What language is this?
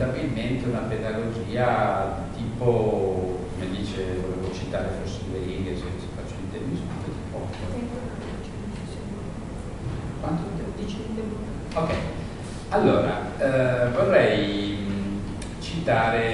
Italian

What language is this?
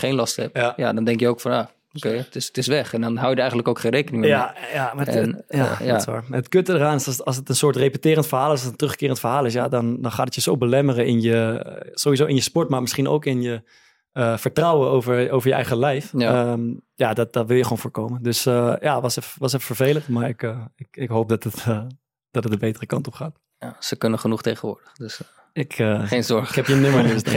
Dutch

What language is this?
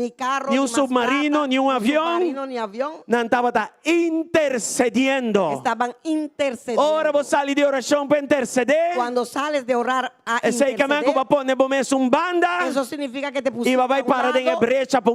Papiamento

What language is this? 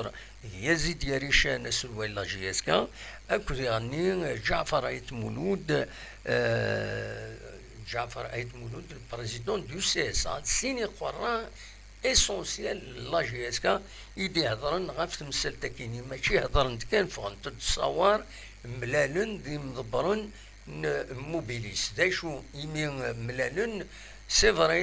Kabyle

